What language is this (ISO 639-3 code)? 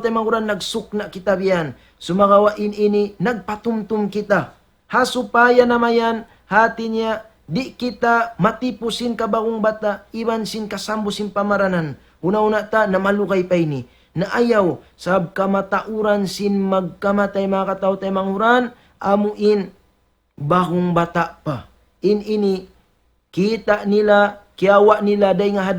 tsg